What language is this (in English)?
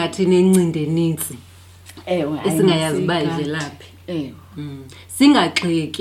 Xhosa